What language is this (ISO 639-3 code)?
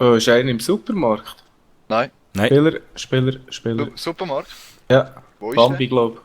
gsw